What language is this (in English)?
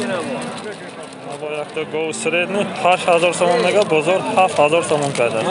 Tajik